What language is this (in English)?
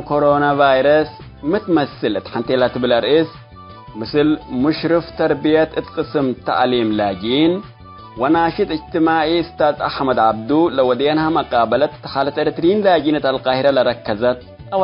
Tigre